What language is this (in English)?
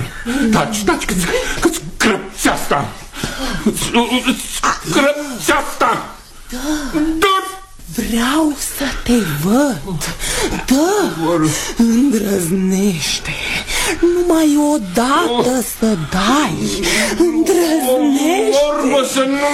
Romanian